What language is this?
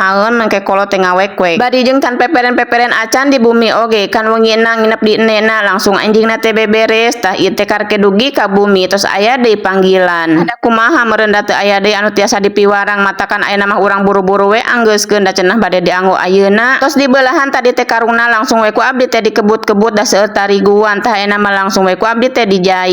Sundanese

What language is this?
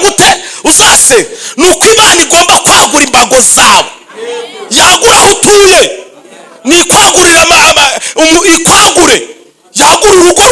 Kinyarwanda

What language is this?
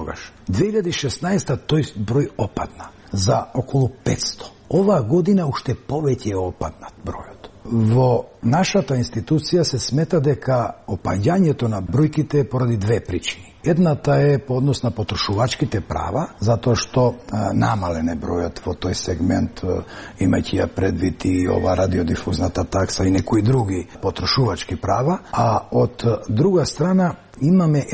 Macedonian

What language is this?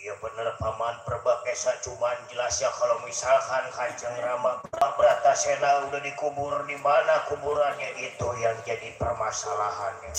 Betawi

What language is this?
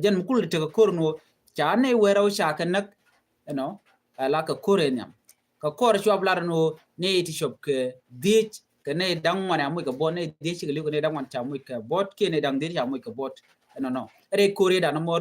Nuer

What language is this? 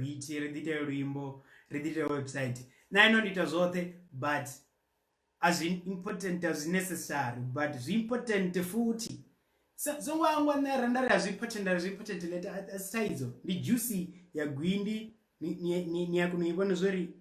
Venda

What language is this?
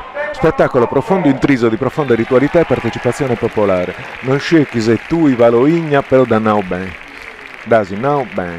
Sardinian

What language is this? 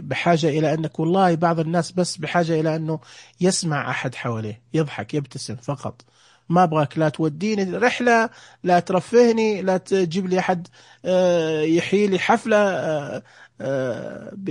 Najdi Arabic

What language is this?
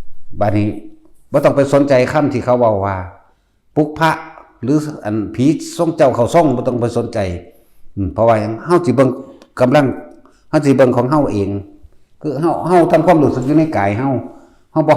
Northeastern Thai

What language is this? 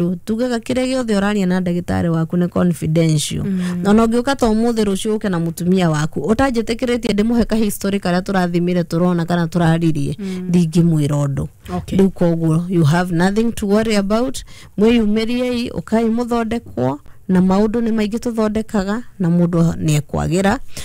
Kikuyu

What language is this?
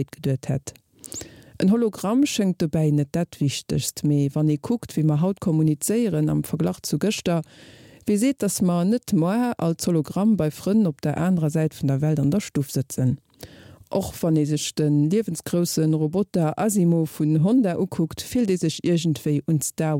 Luxembourgish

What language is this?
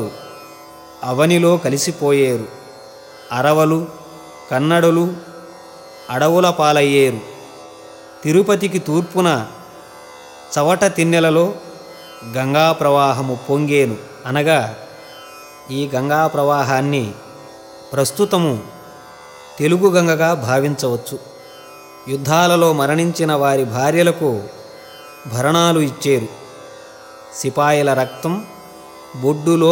Telugu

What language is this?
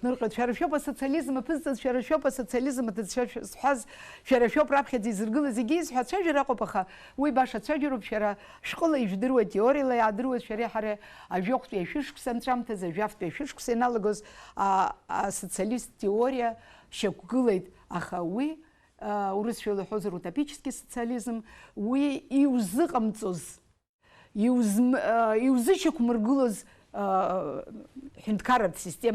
Abkhazian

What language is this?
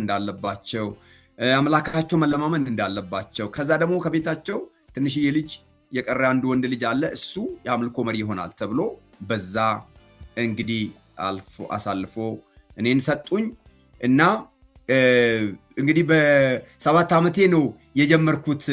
Amharic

